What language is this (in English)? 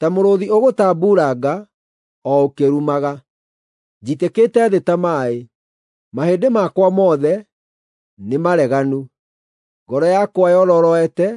Kikuyu